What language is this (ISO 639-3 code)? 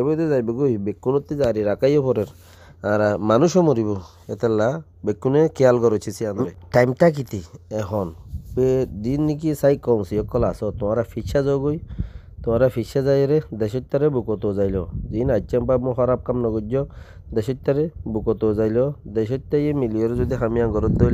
rhg